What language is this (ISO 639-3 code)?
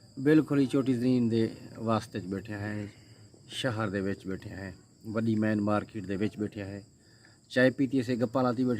skr